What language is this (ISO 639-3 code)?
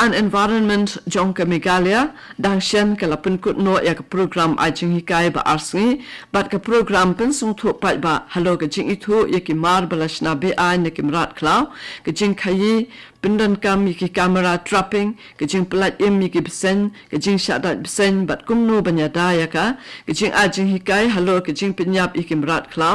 kha